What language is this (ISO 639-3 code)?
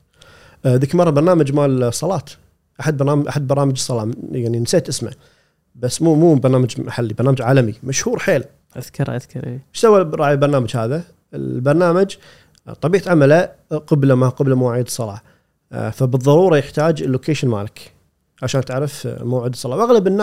afb